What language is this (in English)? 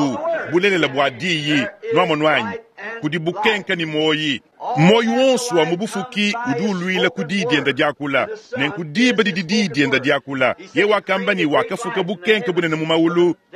Luba-Lulua